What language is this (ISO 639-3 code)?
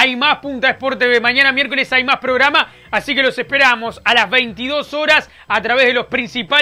spa